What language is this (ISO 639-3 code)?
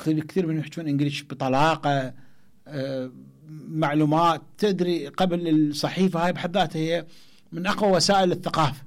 acm